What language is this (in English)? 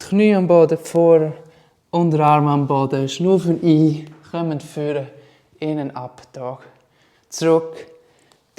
Swiss German